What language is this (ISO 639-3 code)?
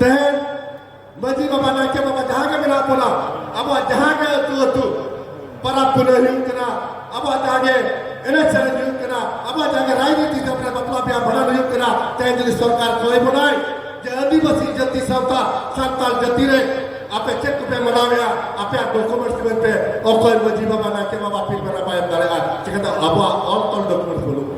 sat